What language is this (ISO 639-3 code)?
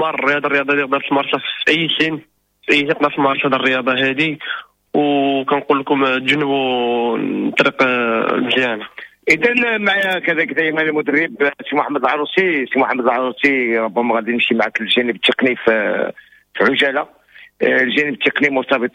ary